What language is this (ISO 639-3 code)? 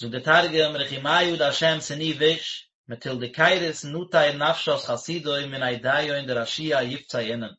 yid